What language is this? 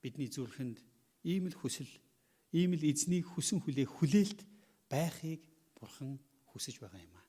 Mongolian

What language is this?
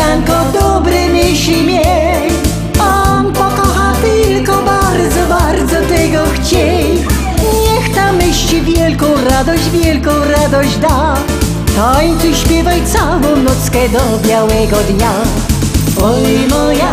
Silesian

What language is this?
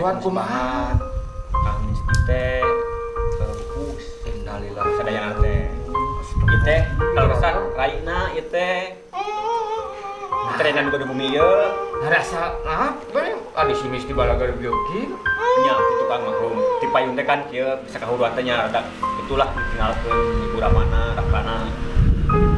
Sundanese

